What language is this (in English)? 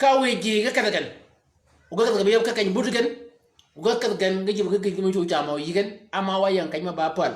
Shilluk